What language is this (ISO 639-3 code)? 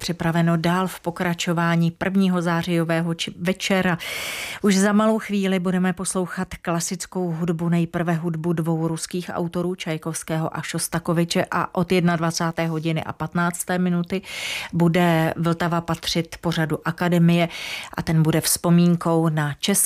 ces